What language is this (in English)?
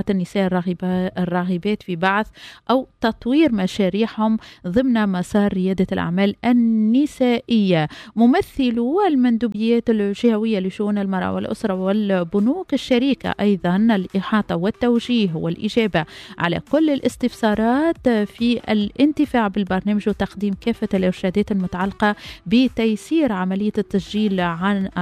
Tunisian Arabic